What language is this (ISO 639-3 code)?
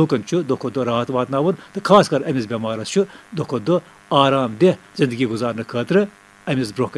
kas